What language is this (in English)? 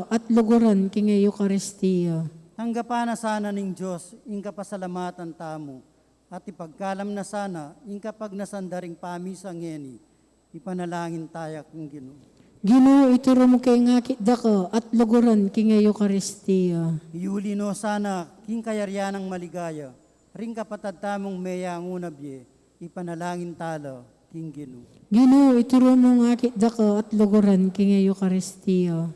Pampanga